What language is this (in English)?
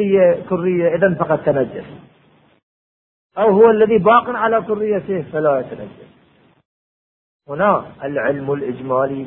Arabic